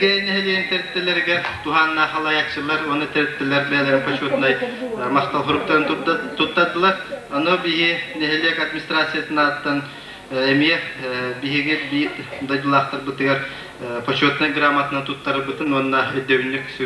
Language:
Yakut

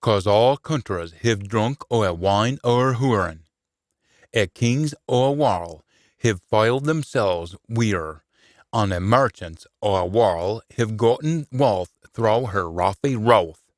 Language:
Scots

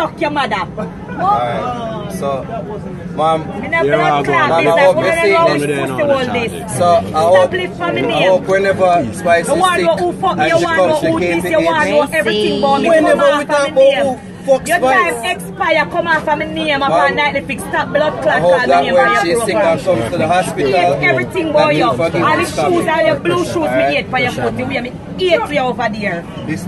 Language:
Jamaican Creole English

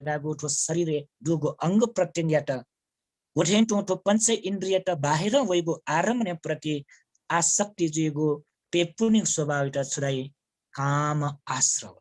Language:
Newari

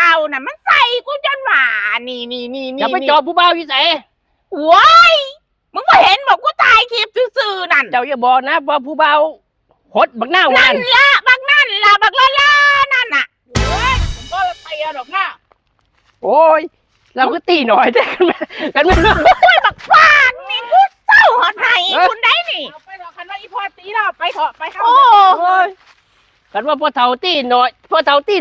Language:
Northeastern Thai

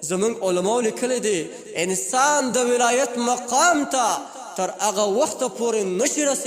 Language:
Pashto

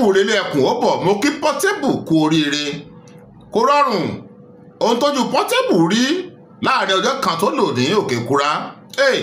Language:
Yoruba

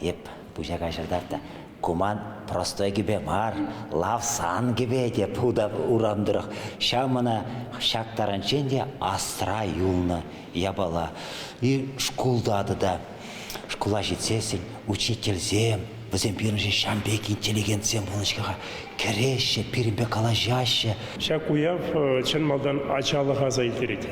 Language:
Chuvash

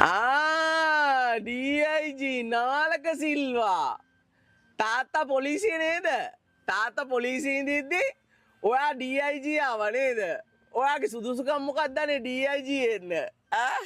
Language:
Sinhala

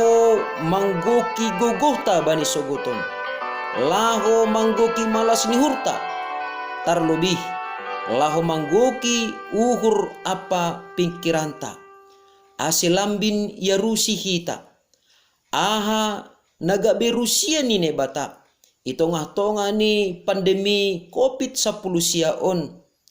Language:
Batak Simalungun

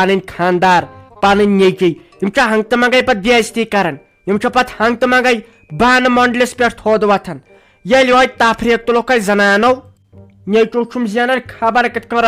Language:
Kashmiri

